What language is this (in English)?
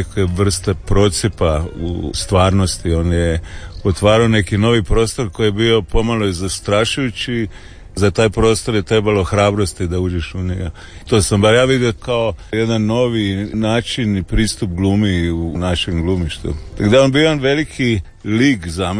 Croatian